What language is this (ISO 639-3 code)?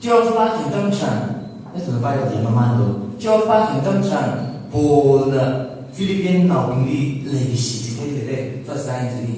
nmf